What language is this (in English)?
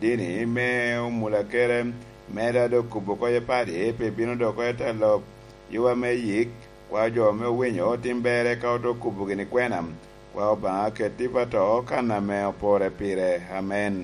Lango (Uganda)